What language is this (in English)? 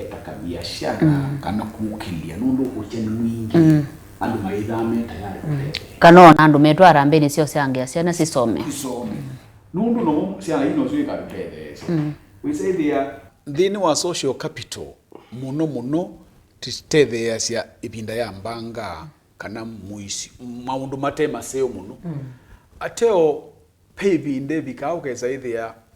Kamba